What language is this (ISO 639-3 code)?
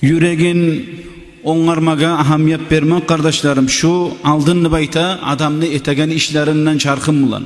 kum